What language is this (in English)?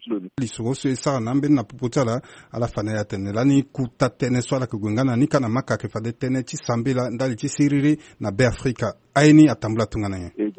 Sango